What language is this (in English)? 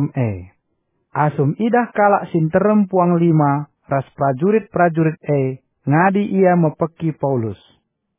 Batak Karo